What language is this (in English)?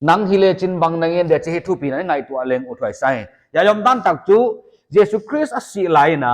Paite Chin